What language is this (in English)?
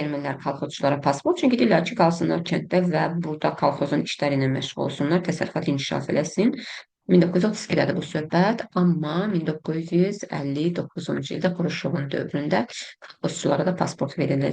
Azerbaijani